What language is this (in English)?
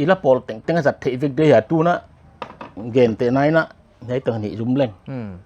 Paite Chin